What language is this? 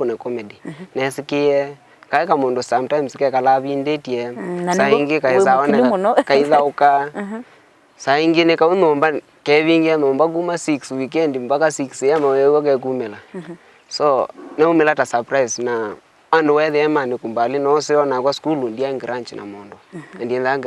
Kamba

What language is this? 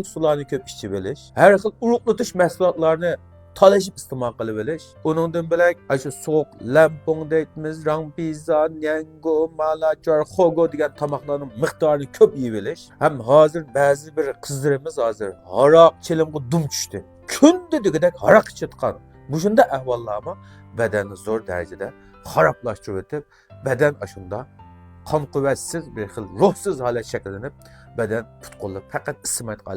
Uyghur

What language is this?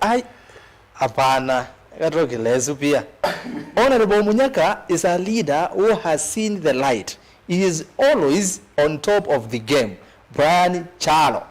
Kamba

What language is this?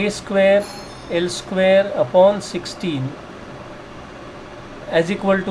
English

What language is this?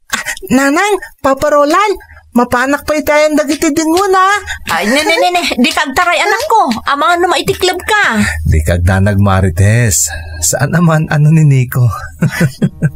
Iloko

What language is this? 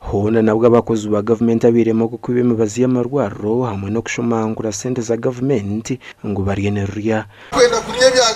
Nyankole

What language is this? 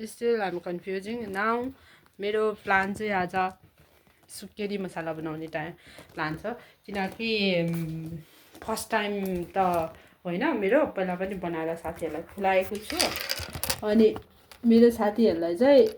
Nepali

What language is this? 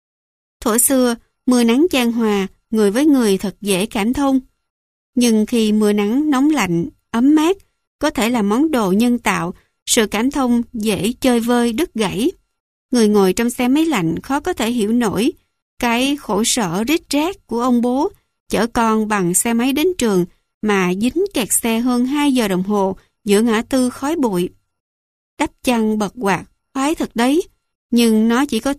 Vietnamese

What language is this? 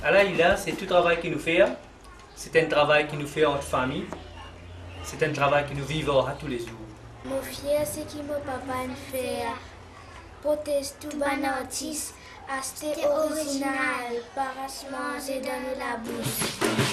Morisyen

